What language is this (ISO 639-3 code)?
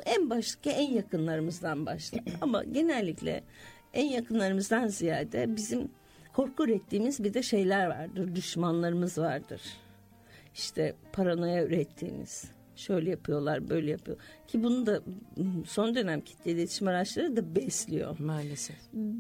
tur